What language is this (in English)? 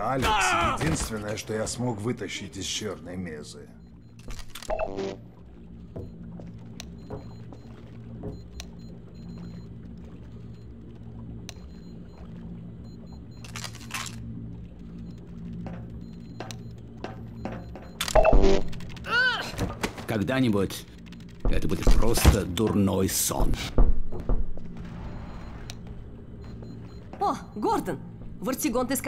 Russian